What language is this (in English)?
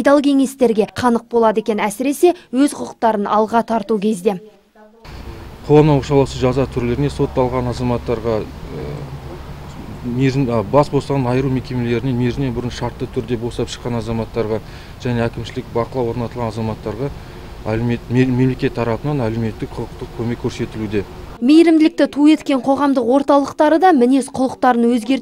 Kazakh